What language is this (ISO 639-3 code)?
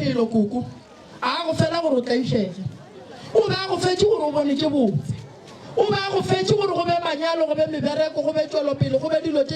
nso